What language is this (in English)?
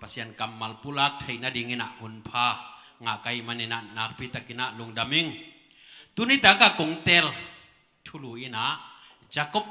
Tedim Chin